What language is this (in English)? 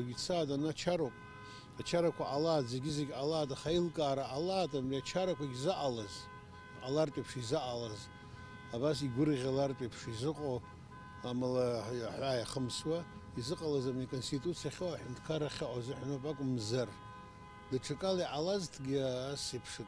Abkhazian